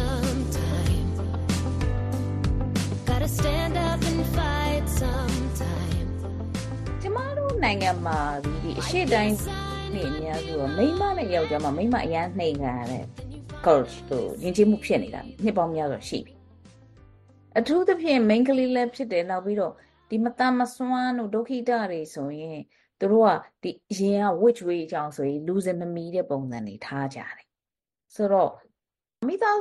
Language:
Burmese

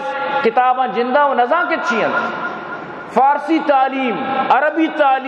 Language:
Eastern Balochi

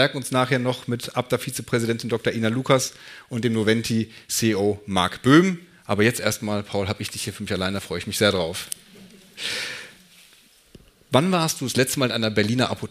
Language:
German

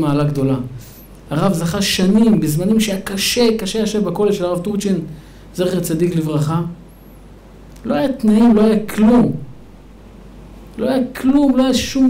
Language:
Hebrew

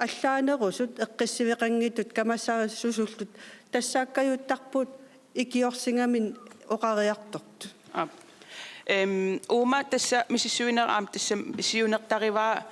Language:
Kalaallisut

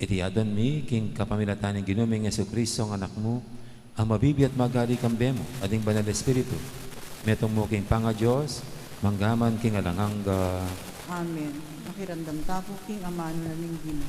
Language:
Pampanga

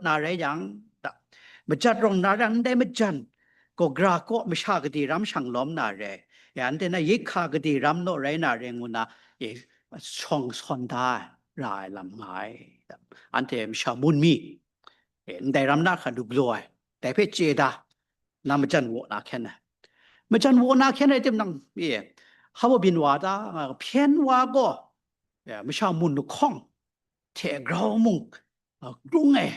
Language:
Kachin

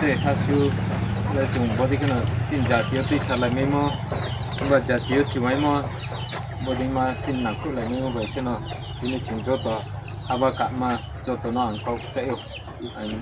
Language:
Riang (India)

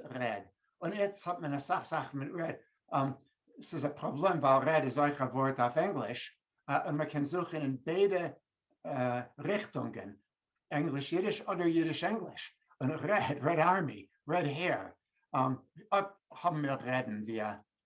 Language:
Yiddish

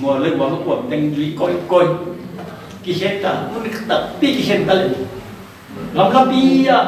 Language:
Tedim Chin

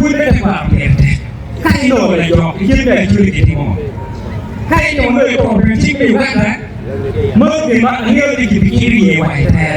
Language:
Acoli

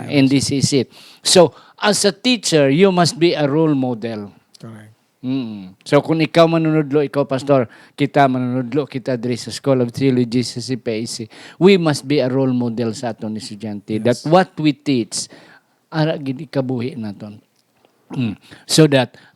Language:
Hiligaynon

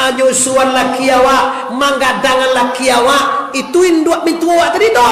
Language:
Minangkabau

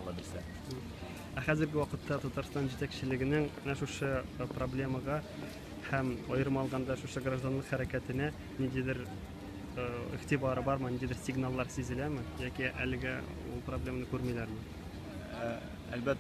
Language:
Tatar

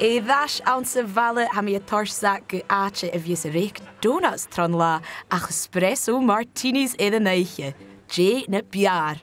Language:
Scottish Gaelic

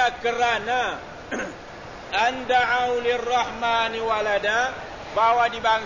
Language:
Malay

